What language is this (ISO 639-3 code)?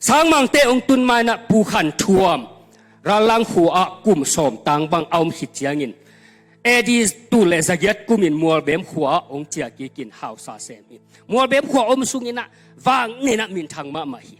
ctd